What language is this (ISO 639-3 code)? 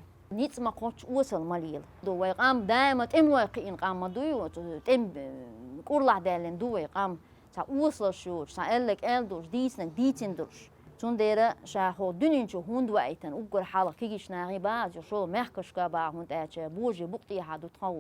che